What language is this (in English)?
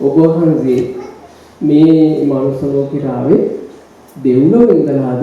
Sinhala